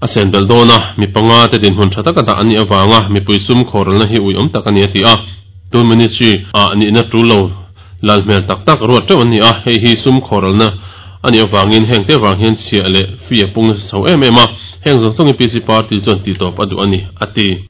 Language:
Mizo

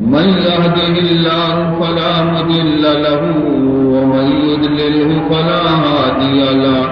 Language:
Baluchi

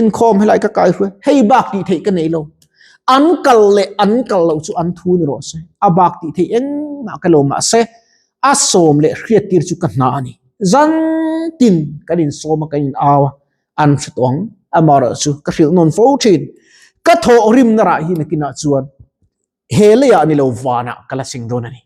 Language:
Mizo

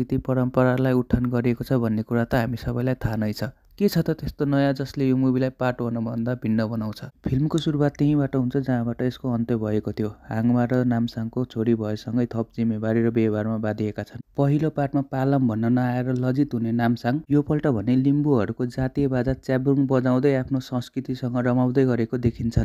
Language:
Nepali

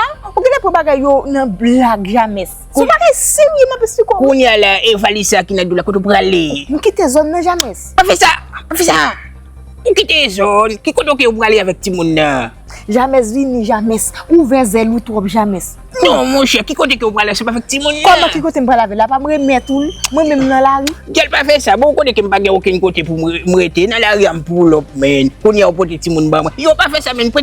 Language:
Haitian Creole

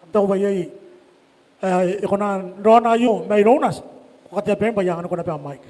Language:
Gilbertese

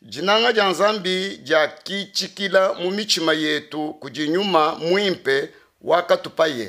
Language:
Luba-Lulua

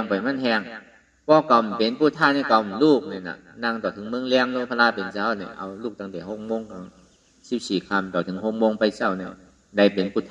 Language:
Shan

